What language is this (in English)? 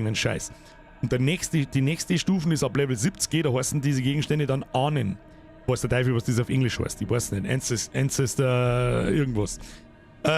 Bavarian